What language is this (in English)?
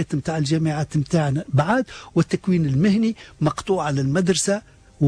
Tunisian Arabic